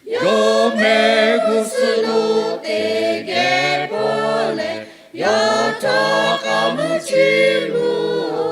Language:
Lahu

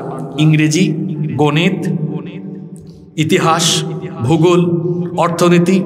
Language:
Bangla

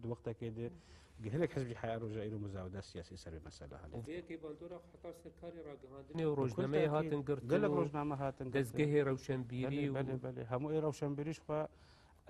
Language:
Kurdish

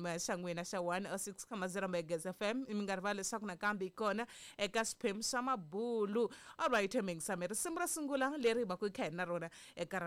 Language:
Tsonga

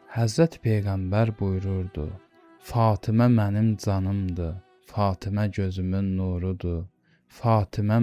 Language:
Azerbaijani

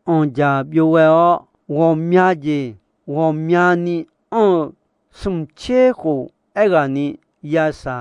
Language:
Akha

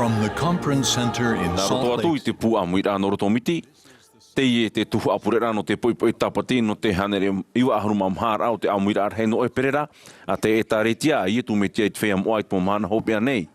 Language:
Tahitian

